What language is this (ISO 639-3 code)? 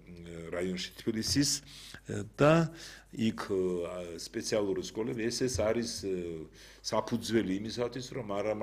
kat